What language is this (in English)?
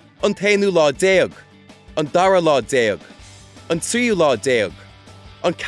Irish